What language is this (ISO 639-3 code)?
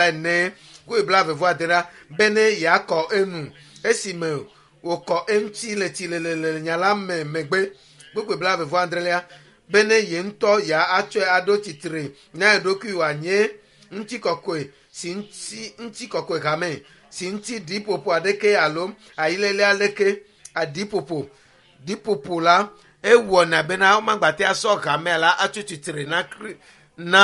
ewe